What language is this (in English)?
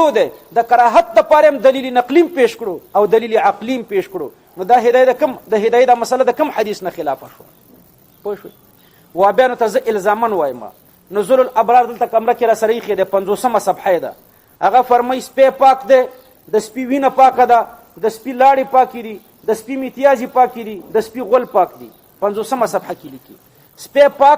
Pashto